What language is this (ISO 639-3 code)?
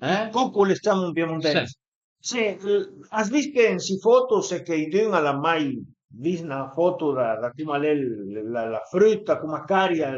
pms